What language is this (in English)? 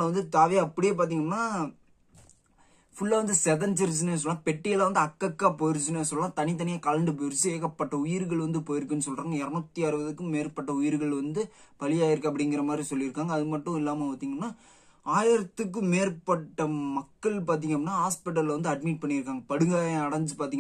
Tamil